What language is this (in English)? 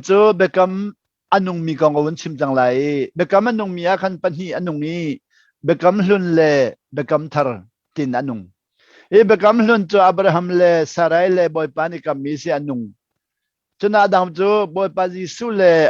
Hakha Chin